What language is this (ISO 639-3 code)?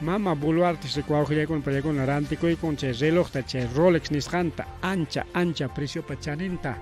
quy